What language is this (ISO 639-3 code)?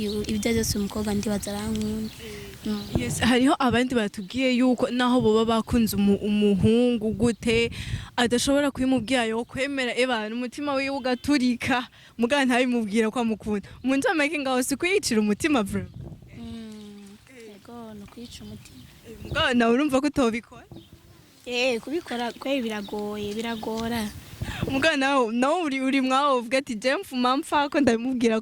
run